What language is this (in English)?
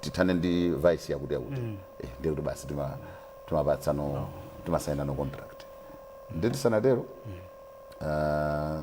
Nyanja